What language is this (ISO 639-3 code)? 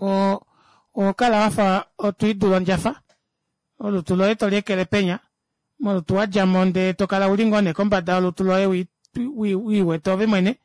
kua